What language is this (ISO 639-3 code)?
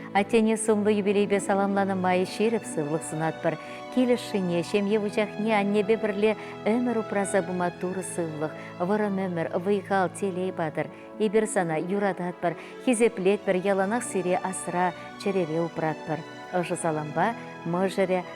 chv